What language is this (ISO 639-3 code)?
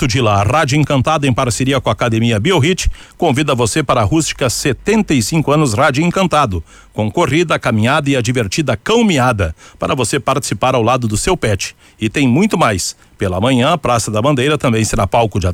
por